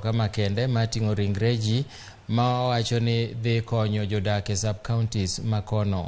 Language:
Luo (Kenya and Tanzania)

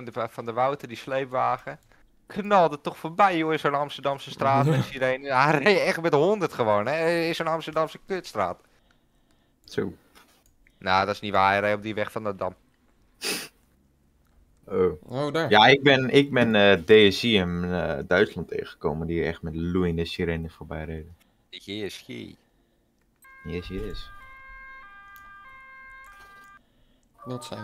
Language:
Dutch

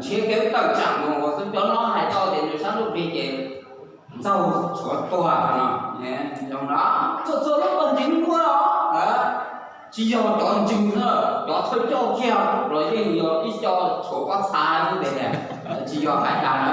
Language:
Hmong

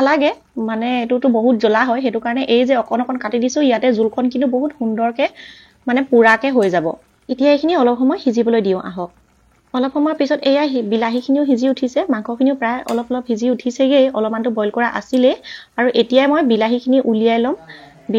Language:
Assamese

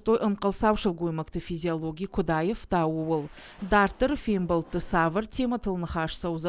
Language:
Ossetic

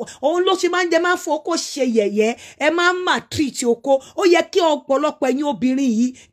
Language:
Yoruba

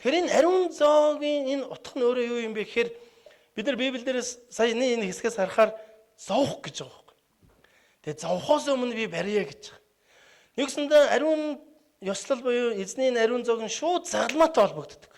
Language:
Mongolian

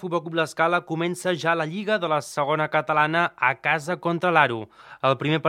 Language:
Catalan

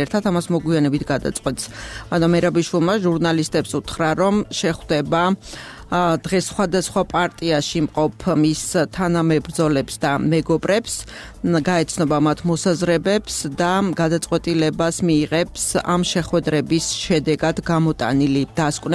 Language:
Georgian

